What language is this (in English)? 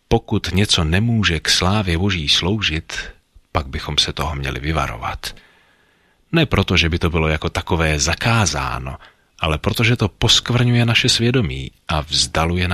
Czech